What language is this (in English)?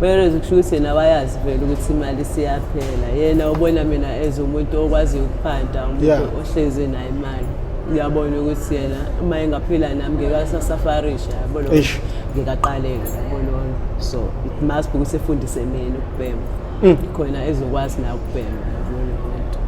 Zulu